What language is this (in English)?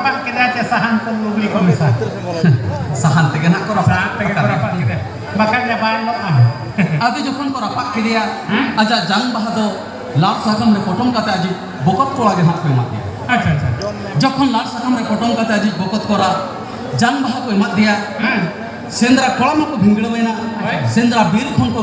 Santali